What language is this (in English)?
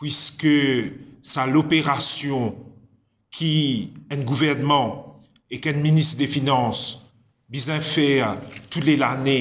Morisyen